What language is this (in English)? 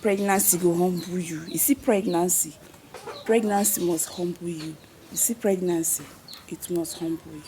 Nigerian Pidgin